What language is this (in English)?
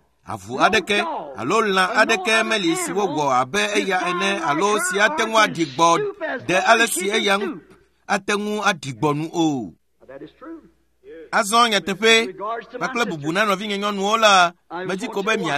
Ewe